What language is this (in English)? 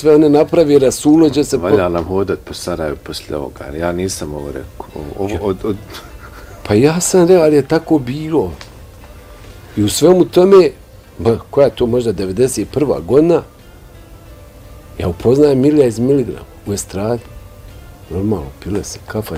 Bosnian